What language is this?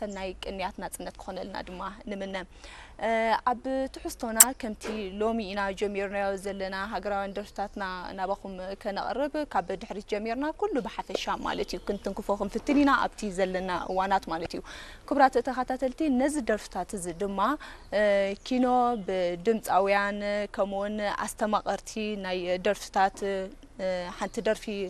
Tigrinya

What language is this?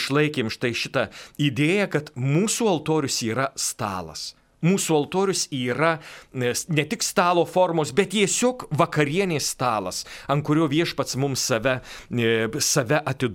Lithuanian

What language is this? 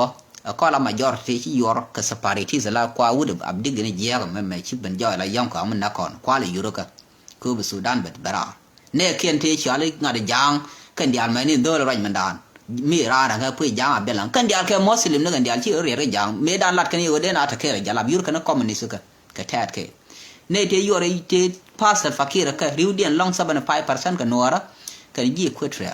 Nuer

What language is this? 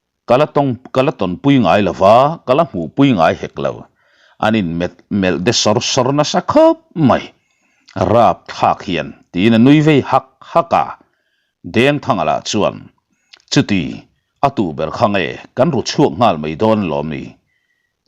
Mizo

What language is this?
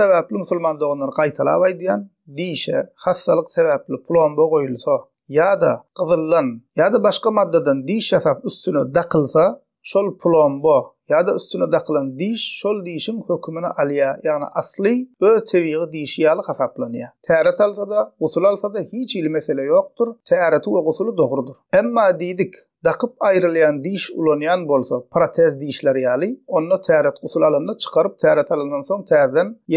Turkmen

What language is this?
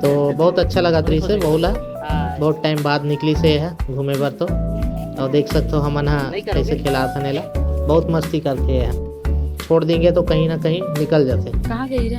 Chhattisgarhi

